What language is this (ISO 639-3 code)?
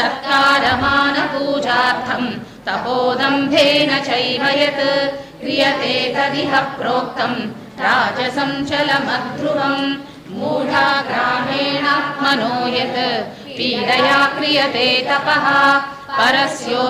san